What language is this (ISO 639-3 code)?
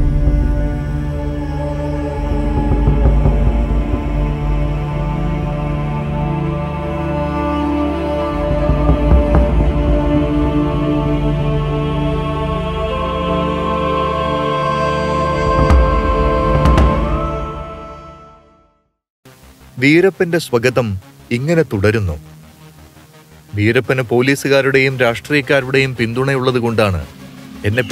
mal